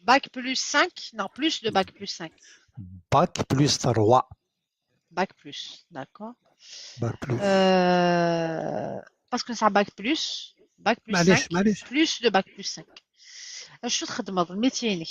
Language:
Kabyle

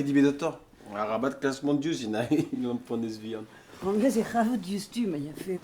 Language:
Breton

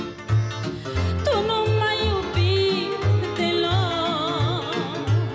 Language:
Romanian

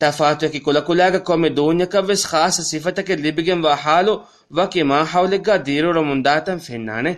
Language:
Divehi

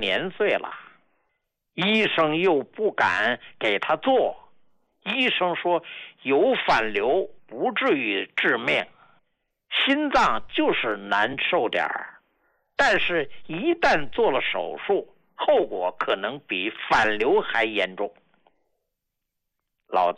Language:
Chinese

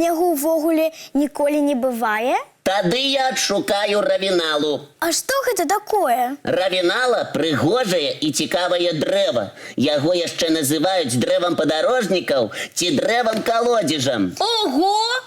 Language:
Belarusian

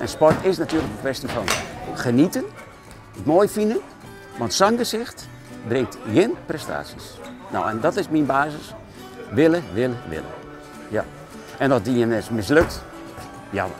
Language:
Western Frisian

